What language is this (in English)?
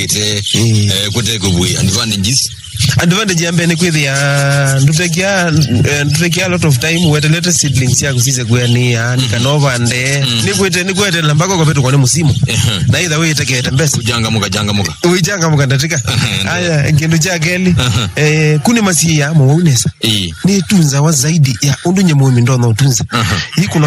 Kamba